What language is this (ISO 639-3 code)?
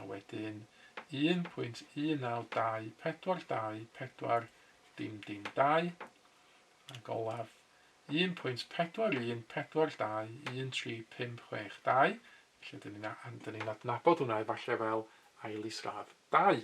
cym